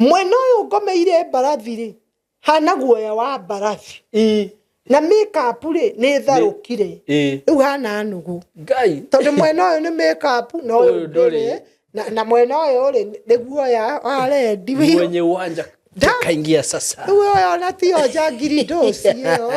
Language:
Kikuyu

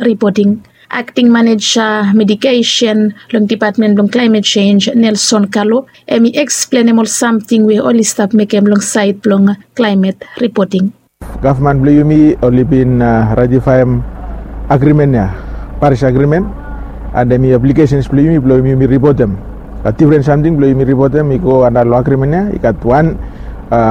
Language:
Bislama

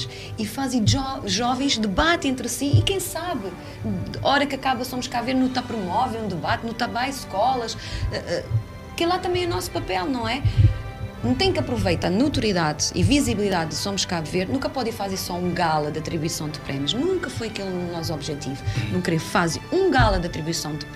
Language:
Kabuverdianu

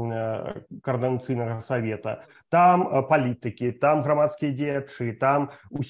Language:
Belarusian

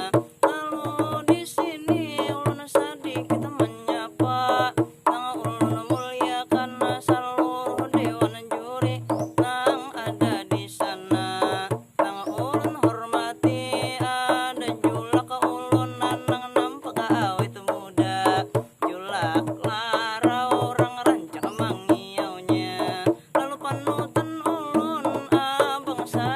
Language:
Banjar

